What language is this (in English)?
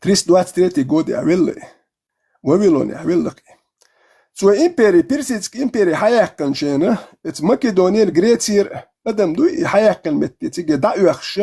Chechen